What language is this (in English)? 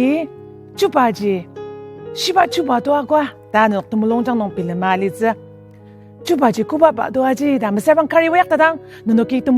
Ao Naga